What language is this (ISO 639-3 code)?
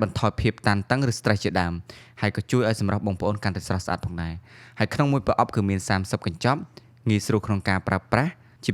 khm